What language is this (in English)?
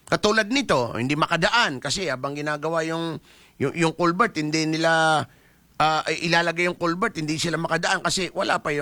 Filipino